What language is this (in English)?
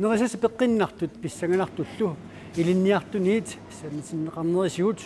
Kalaallisut